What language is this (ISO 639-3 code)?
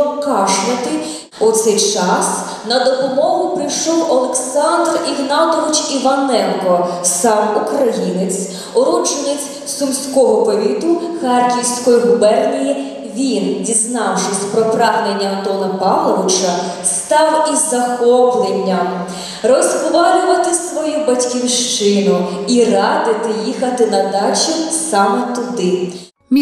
ukr